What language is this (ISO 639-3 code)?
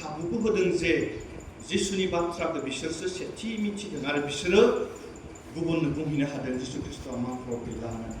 brx